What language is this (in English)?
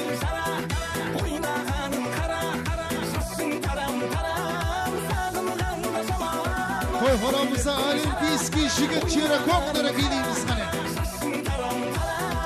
Kara-Kalpak